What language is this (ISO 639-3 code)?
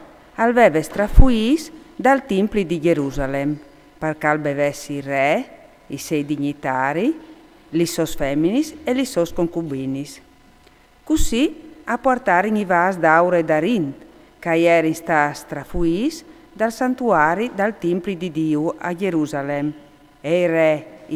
fur